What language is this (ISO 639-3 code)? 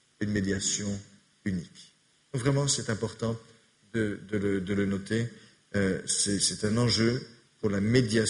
fra